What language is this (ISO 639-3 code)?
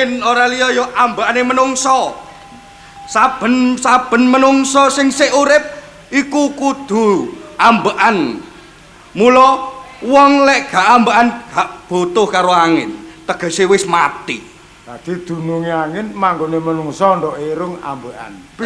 jav